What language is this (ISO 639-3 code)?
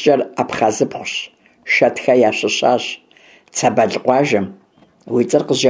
kbd